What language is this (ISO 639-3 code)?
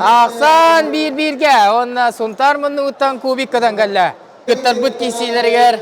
sah